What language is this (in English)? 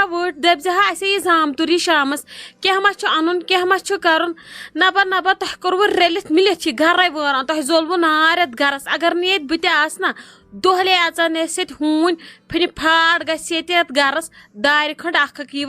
Kashmiri